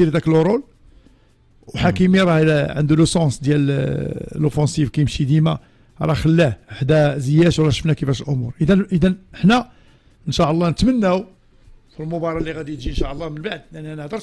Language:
Moroccan Arabic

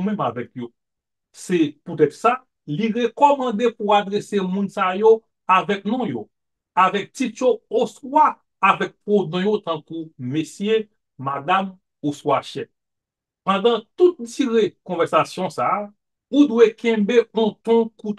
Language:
Haitian Creole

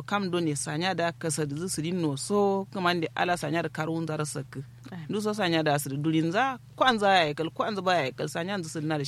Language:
Kanuri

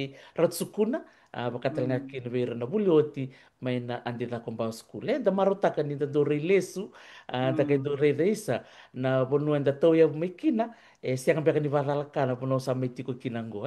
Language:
Fijian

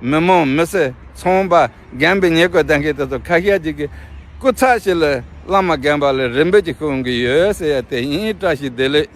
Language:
Tibetan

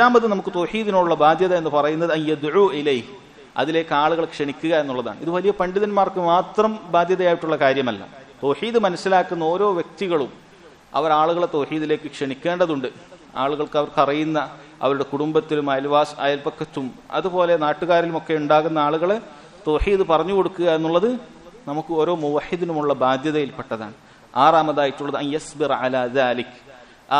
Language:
Malayalam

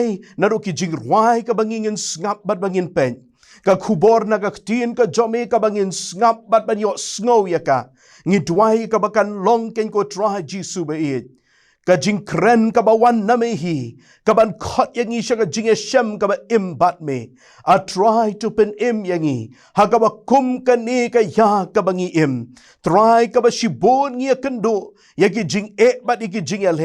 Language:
Khasi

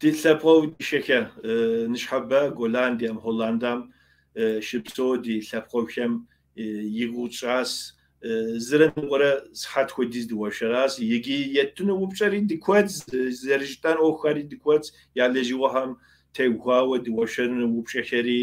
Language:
Kabardian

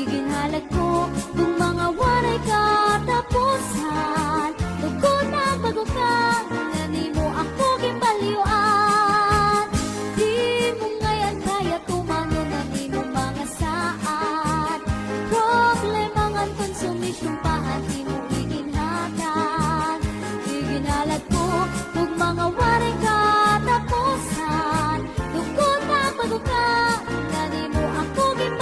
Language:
Waray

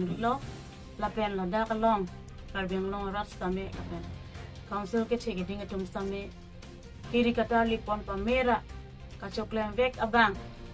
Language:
Karbi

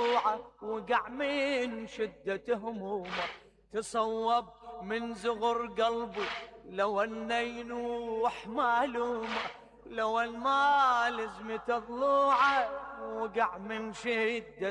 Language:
Mesopotamian Arabic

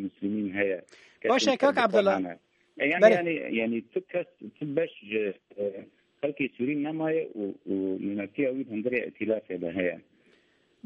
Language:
Kurdish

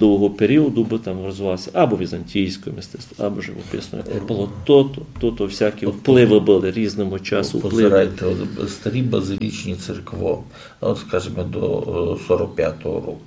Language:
Ukrainian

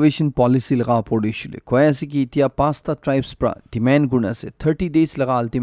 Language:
Naga Pidgin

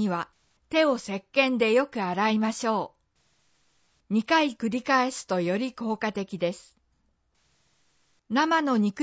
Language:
Japanese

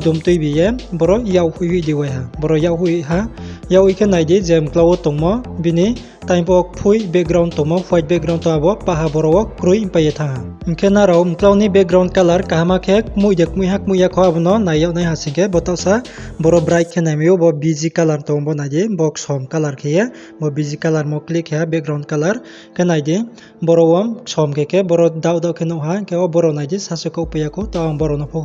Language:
Riang (India)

